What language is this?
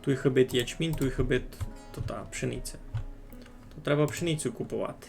Rusyn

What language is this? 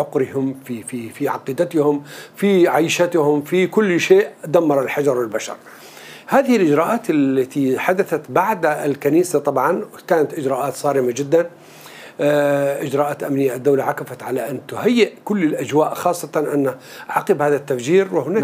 Arabic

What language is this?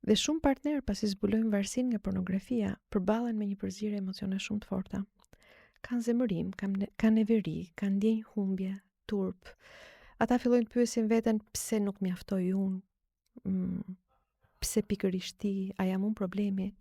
Albanian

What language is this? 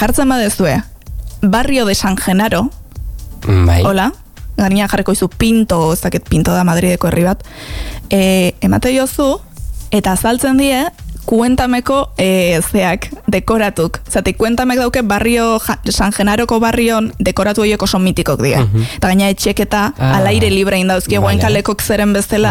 Basque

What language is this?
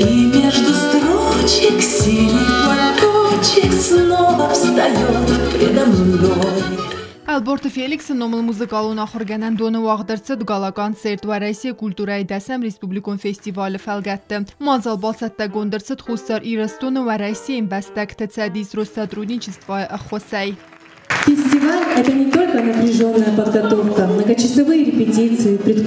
Ossetic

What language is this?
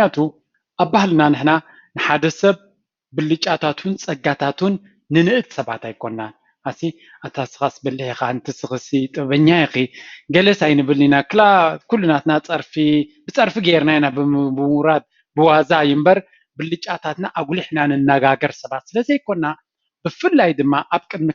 Tigrinya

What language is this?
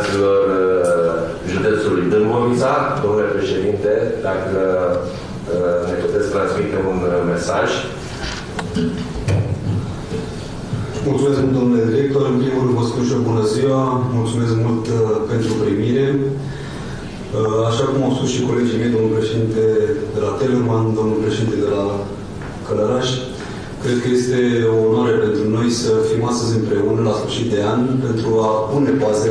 Romanian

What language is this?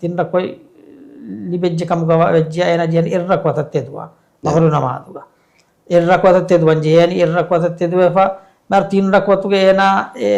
Divehi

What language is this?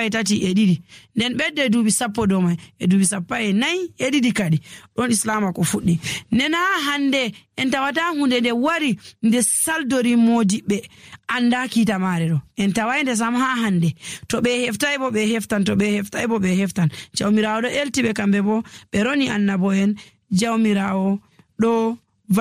Nigerian Fulfulde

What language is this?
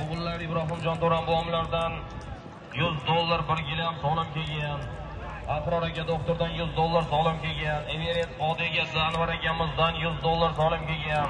Uzbek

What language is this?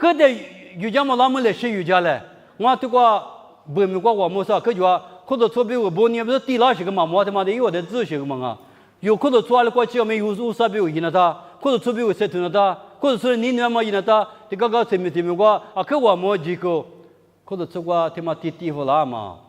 Lisu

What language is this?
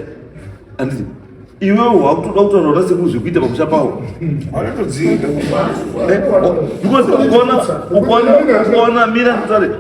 Shona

